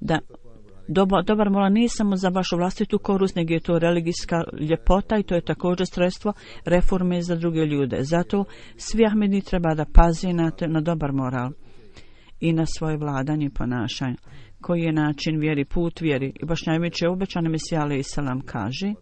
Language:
Bosnian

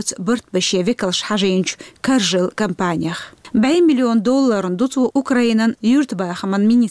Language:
Chechen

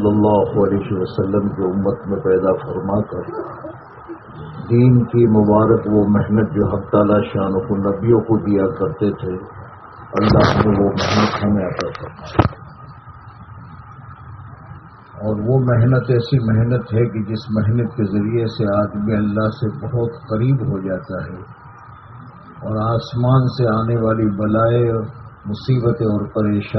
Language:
Urdu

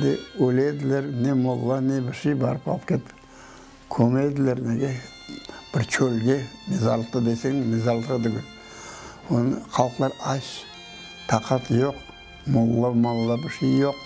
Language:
Crimean Tatar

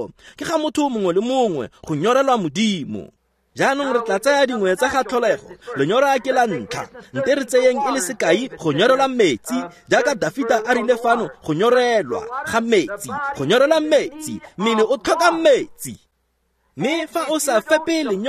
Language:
Tswana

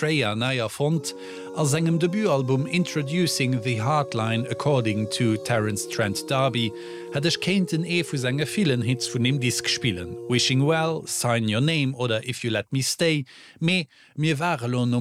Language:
Luxembourgish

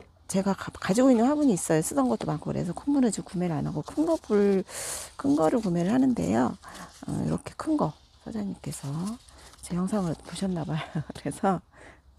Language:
Korean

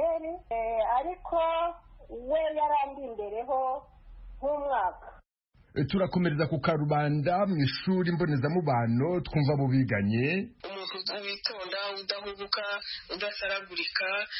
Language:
Kinyarwanda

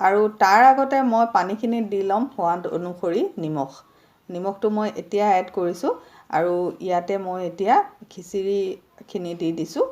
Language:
Assamese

